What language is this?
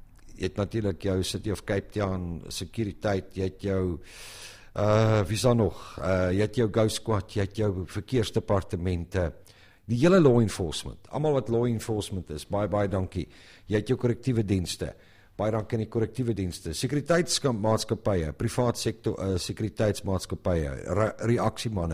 Afrikaans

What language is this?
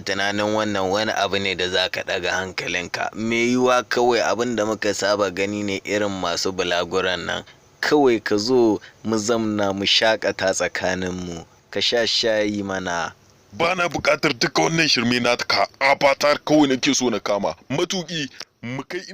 Hausa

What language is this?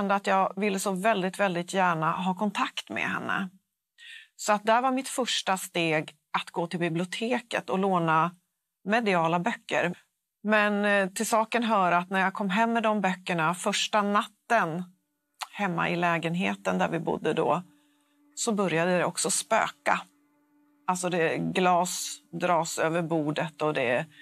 Swedish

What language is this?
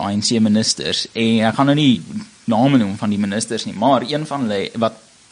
Afrikaans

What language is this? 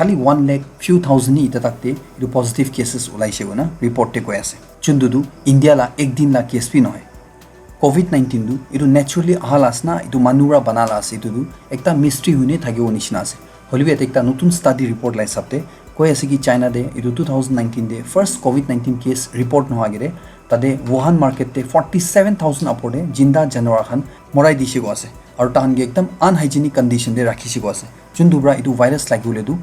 Naga Pidgin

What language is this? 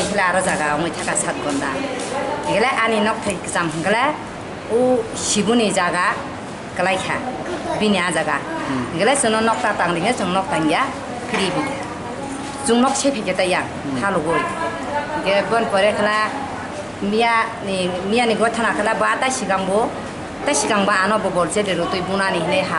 Kok Borok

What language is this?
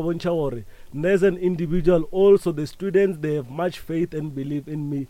Northern Sotho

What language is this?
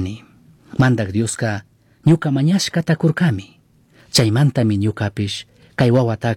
Chimborazo Highland Quichua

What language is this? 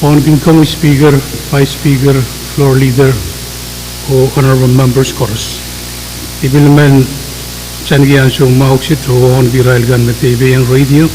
Pohnpeian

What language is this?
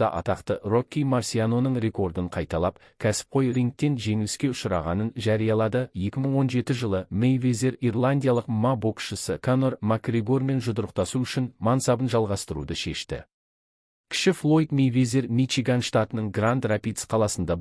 Kazakh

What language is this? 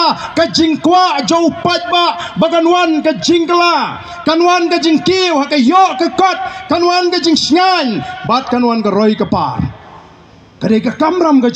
Khasi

